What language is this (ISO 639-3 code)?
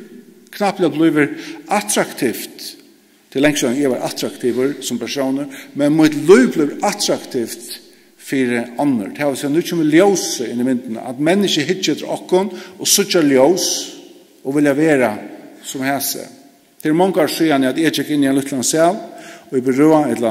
fao